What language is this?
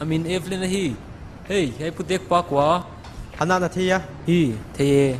Paite Chin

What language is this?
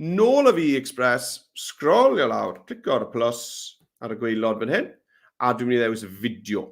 Welsh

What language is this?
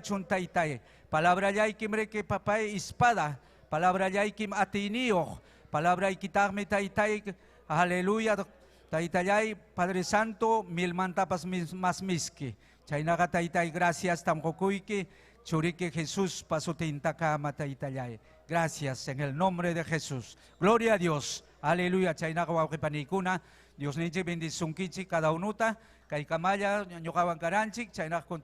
Ayacucho Quechua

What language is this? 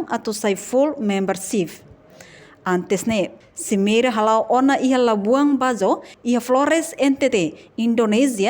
Tetum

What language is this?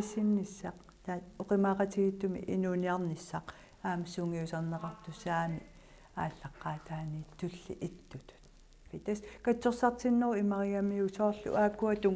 Kalaallisut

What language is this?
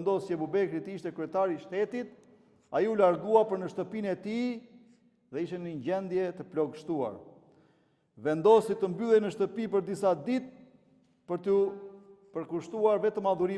Albanian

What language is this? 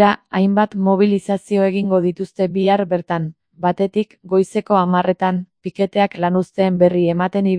Basque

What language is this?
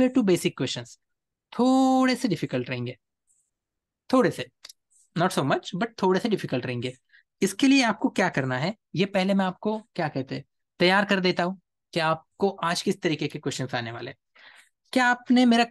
Hindi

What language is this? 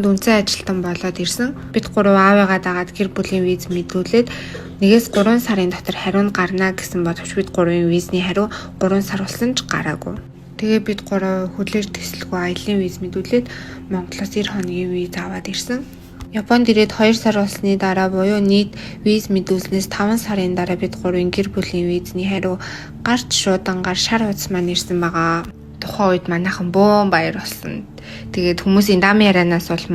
Mongolian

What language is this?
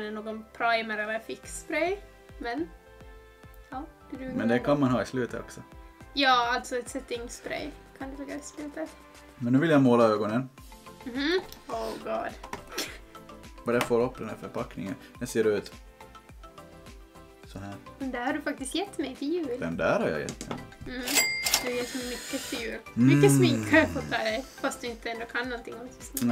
Swedish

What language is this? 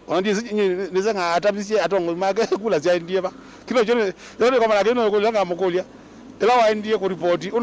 Kamba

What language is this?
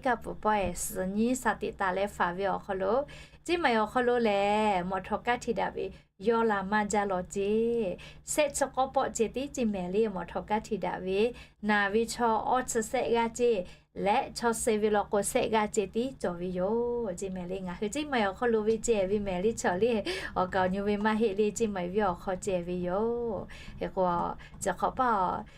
Lahu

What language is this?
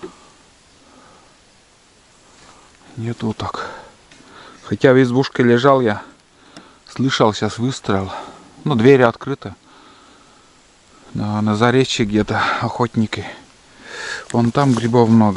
Russian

